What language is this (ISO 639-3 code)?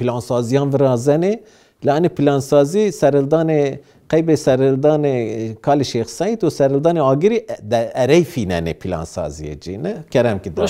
zza